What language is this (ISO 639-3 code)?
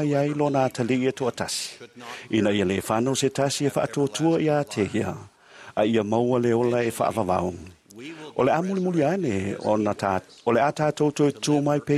smo